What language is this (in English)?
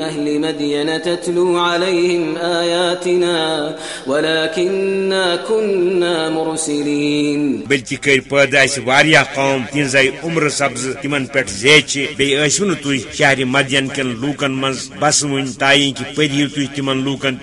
Kashmiri